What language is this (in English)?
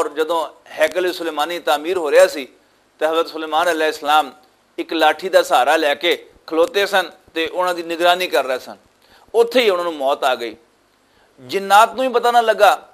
Western Panjabi